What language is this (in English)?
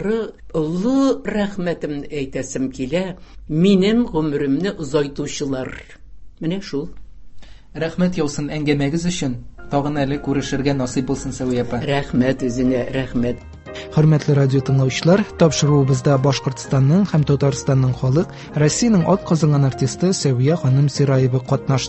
Tatar